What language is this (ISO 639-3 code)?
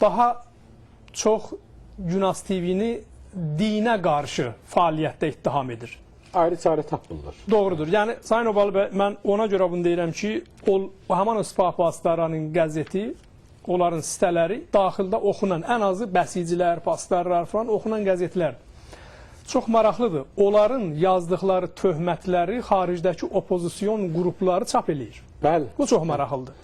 aze